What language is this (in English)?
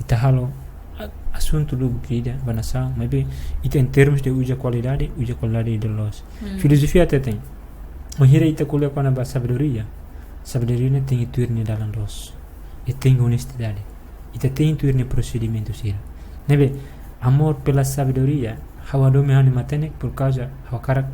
Tetum